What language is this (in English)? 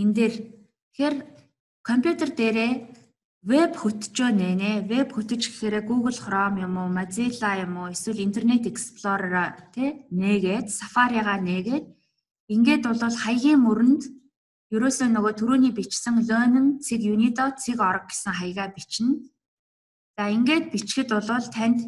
Mongolian